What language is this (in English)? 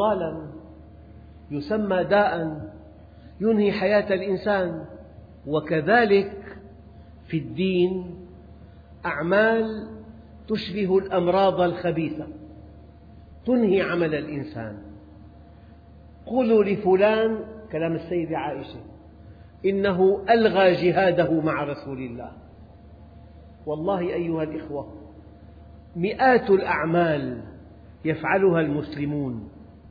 Arabic